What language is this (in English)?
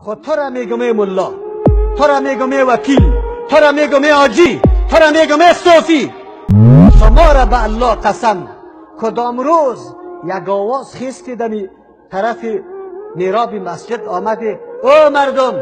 Persian